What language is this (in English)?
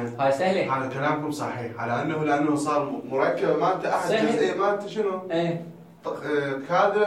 Mesopotamian Arabic